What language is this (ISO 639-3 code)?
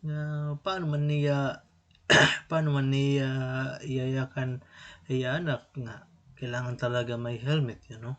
war